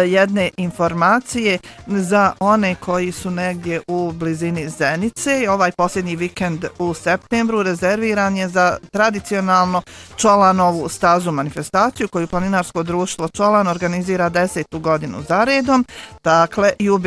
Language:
Bosnian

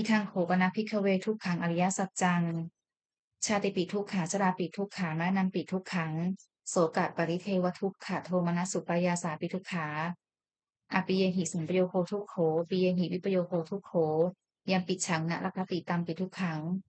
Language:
Pali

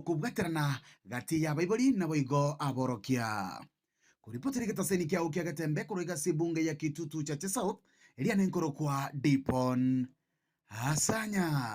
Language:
Gusii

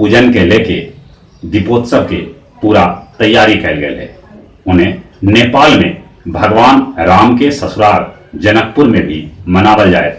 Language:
Magahi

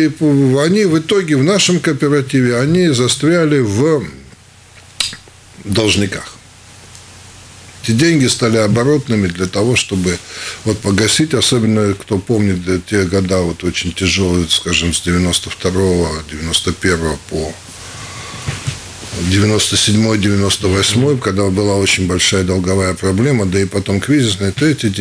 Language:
Russian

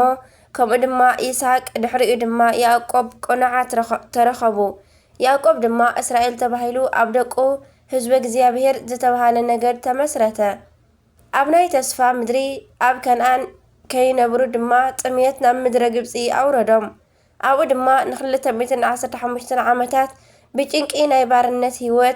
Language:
Tigrinya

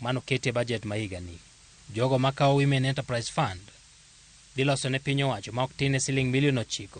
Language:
Luo (Kenya and Tanzania)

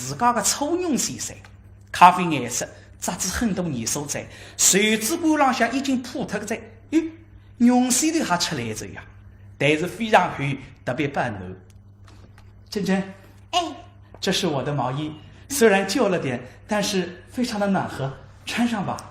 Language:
Wu Chinese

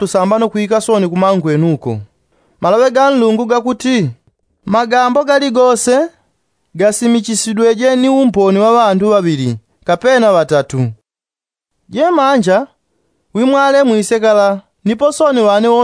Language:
Yao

